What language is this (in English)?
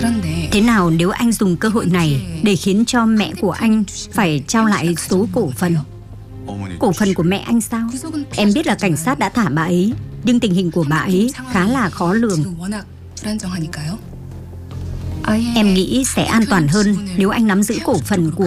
Vietnamese